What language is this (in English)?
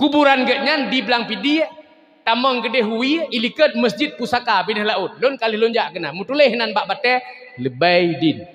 Achinese